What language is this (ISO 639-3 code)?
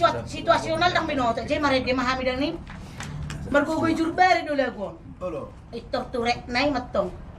bbc